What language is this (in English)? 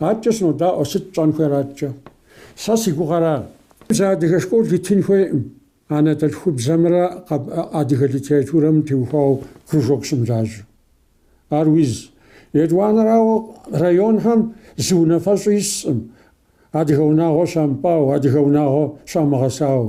Kabardian